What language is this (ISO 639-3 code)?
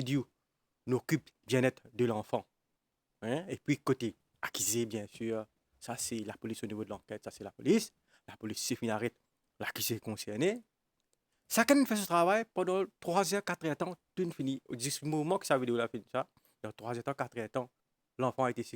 mfe